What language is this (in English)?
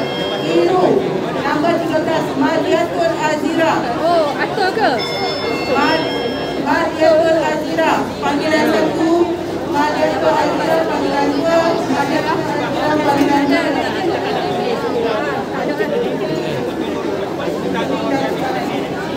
Malay